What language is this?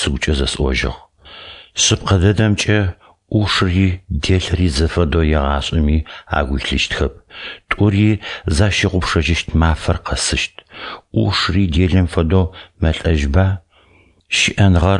Adyghe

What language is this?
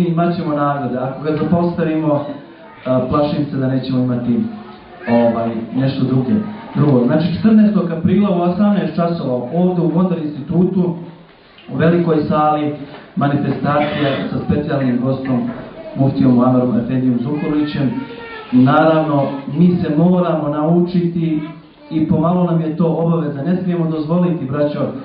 Bosnian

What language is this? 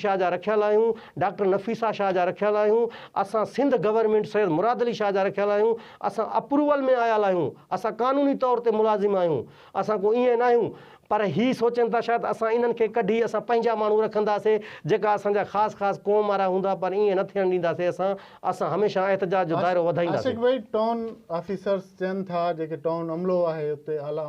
Sindhi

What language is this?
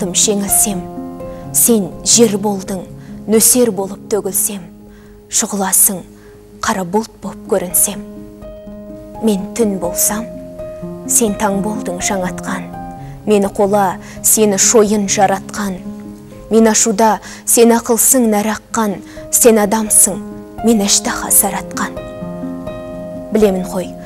Kazakh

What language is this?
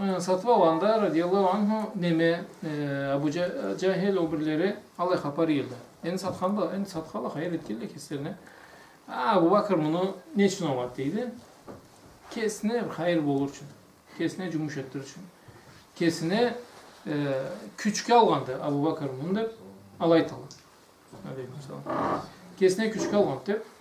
Karachay-Balkar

